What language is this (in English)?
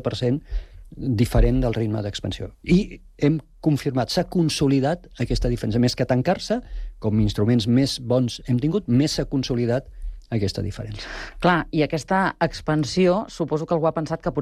Catalan